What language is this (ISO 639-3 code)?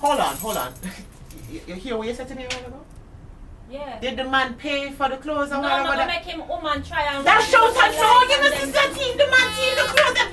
jam